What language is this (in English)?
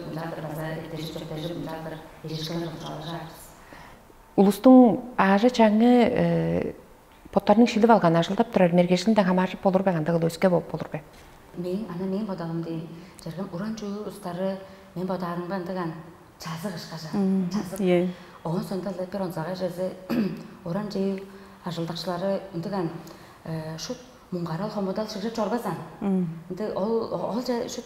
Tuvinian